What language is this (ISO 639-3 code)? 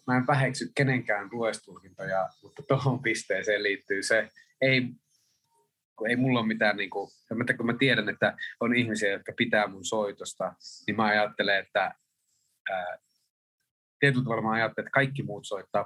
fin